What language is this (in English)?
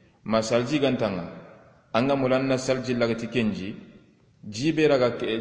Soninke